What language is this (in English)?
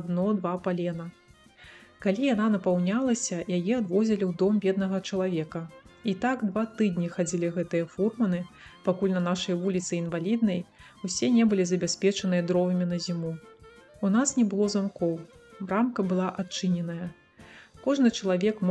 Belarusian